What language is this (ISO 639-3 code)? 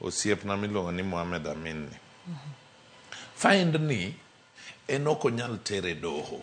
luo